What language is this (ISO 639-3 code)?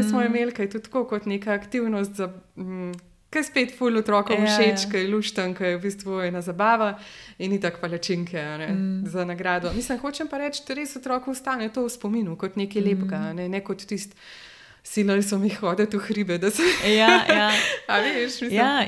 slv